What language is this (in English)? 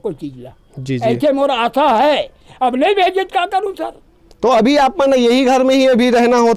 Chhattisgarhi